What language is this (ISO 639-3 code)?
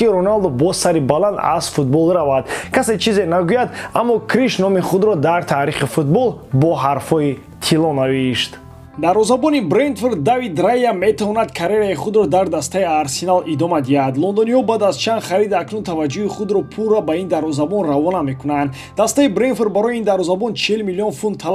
tgk